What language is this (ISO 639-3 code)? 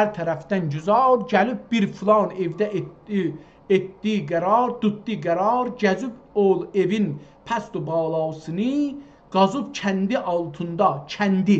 azb